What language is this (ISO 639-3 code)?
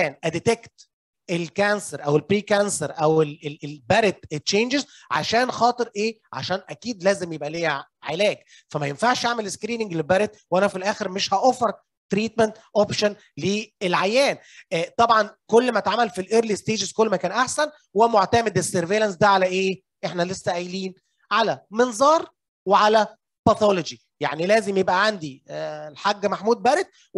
arz